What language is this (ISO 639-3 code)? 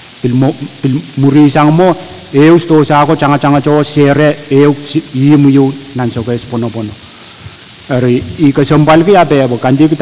pon